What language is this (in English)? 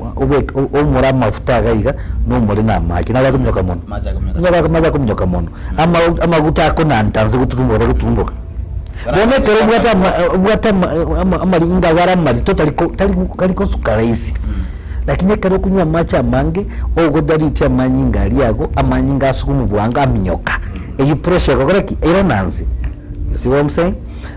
Gusii